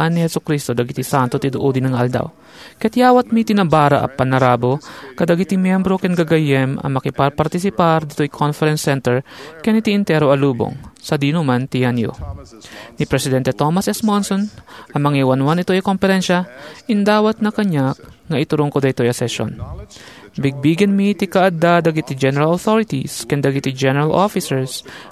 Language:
Iloko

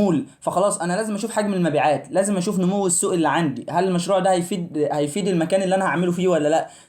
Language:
Egyptian Arabic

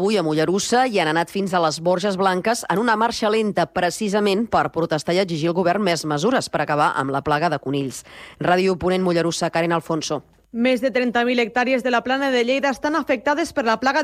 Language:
Catalan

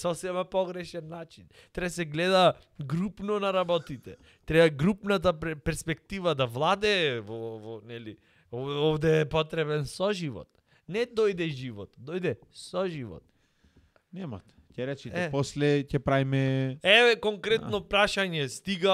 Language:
Macedonian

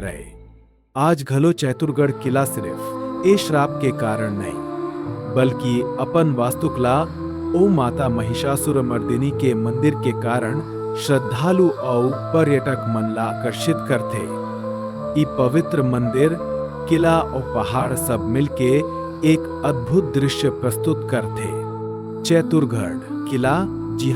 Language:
Chhattisgarhi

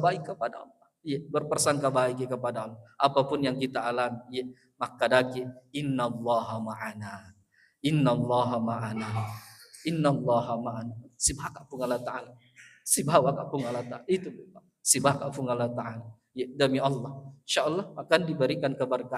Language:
Buginese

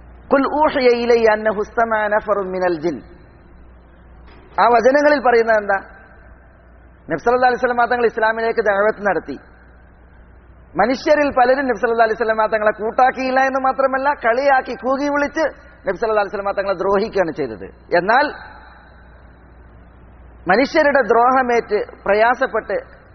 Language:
Malayalam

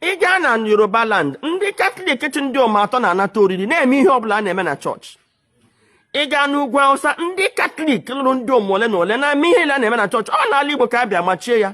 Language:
Igbo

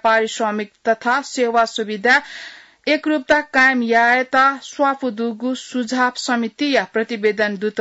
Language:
Newari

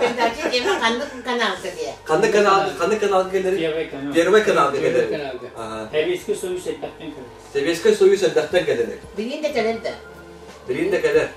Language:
Yakut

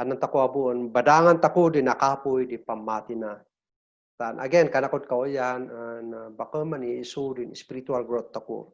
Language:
Kankanaey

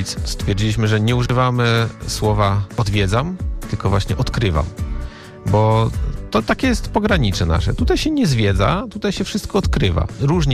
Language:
Polish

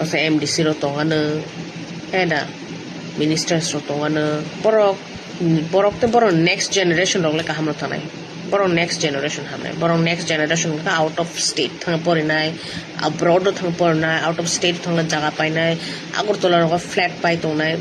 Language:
Kok Borok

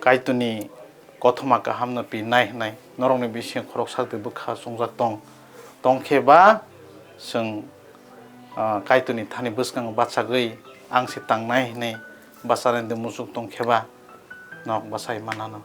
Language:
Kok Borok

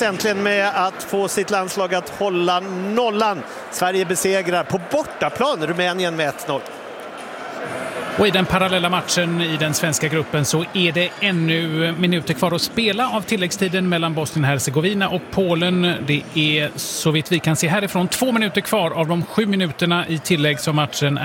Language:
Swedish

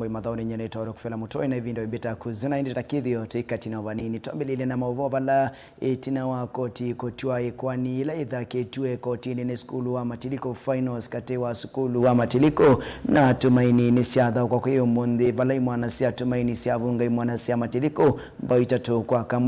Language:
Kamba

